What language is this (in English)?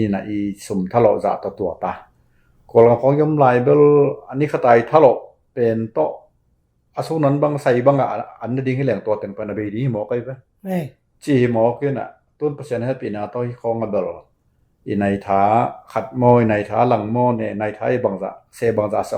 Tedim Chin